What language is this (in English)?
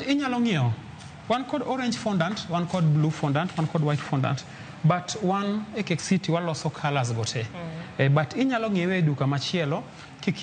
Luo (Kenya and Tanzania)